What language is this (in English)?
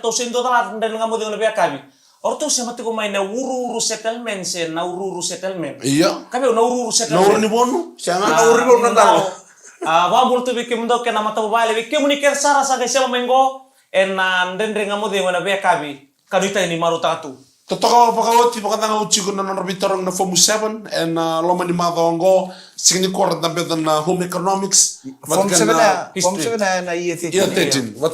Fijian